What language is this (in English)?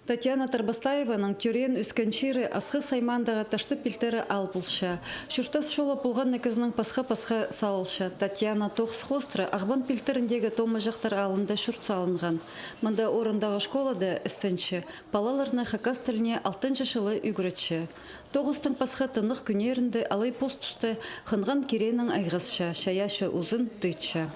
Khakas